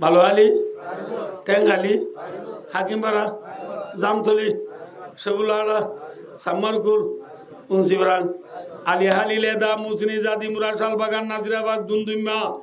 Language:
Rohingya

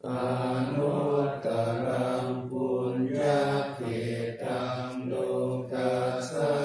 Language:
Pali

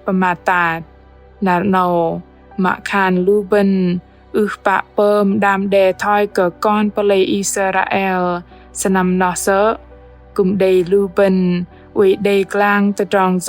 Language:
Bahnar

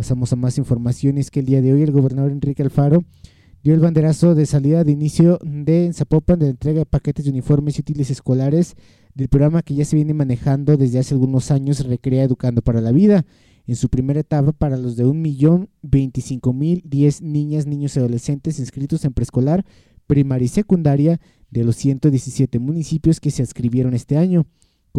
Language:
Spanish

